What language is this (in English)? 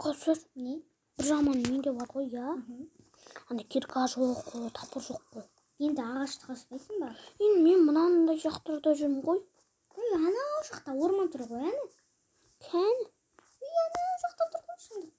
Kazakh